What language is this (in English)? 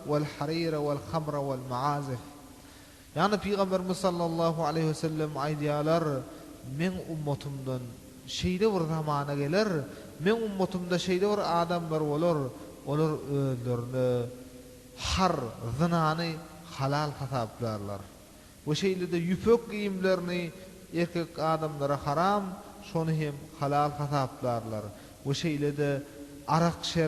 Turkmen